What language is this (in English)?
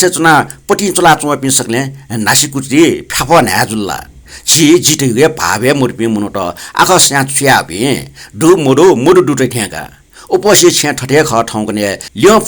Newari